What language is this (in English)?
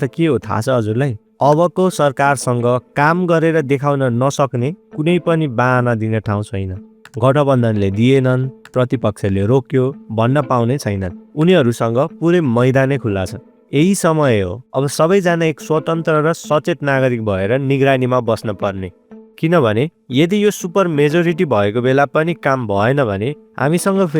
Nepali